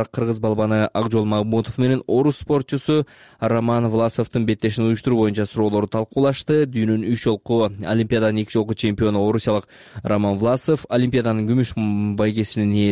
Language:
Kyrgyz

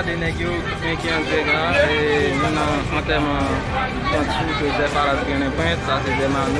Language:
Haitian Creole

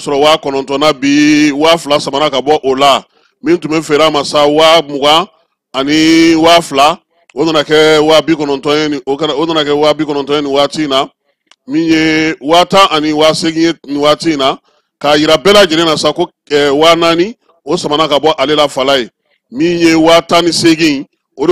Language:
Bambara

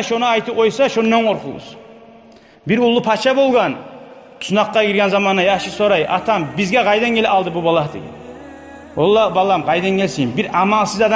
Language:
Kumyk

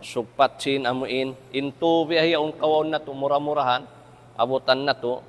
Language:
Tausug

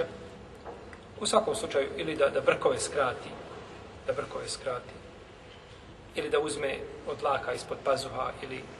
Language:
Bosnian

